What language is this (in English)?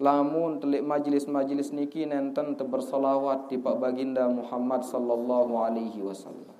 Sasak